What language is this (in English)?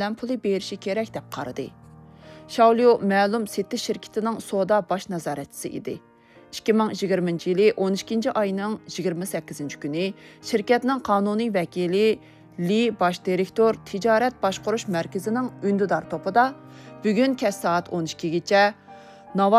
Uyghur